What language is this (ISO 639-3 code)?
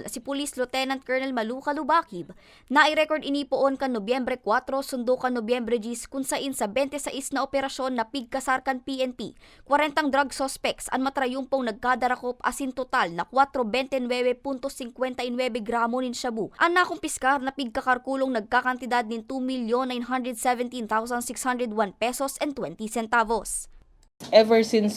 bik